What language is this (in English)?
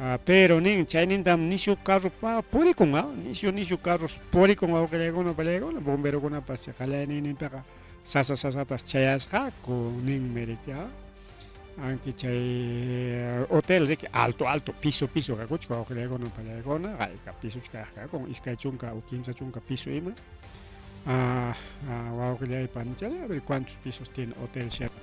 Ayacucho Quechua